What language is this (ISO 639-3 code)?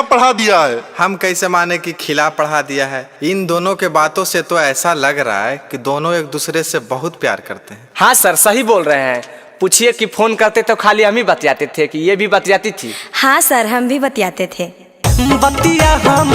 mag